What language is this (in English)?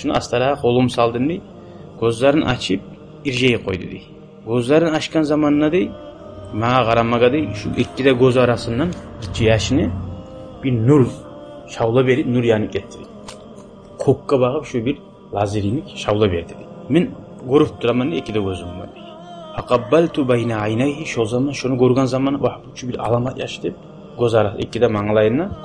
Kumyk